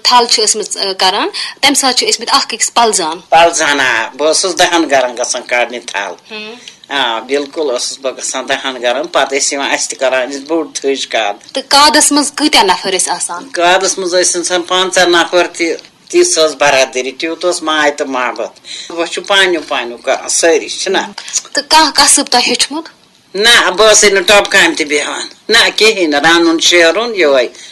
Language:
Kashmiri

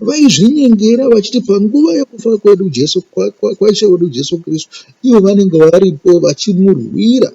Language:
Shona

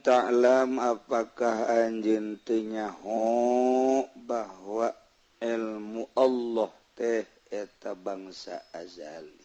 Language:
Sundanese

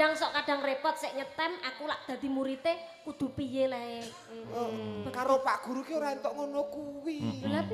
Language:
Javanese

